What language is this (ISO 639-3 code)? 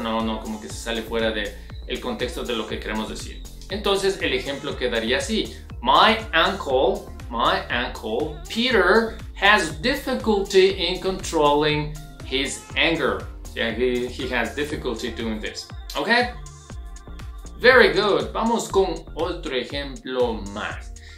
spa